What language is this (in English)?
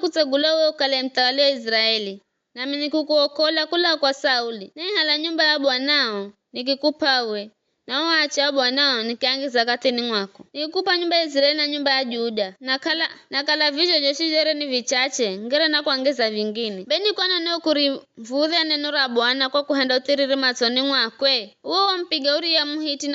Giryama